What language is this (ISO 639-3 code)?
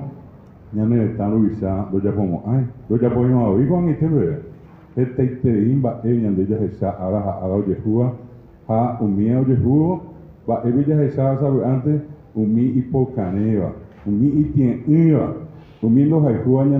grn